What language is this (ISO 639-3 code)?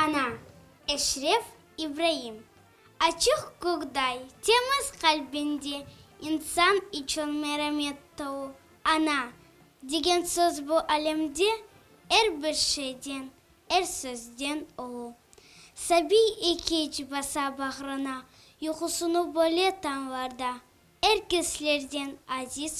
crh